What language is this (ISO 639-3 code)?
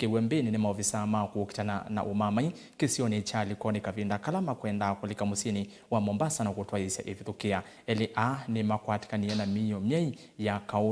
kam